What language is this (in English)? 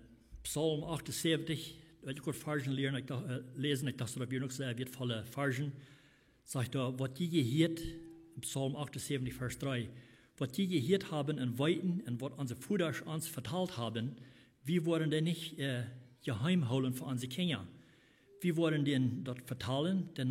Plautdietsch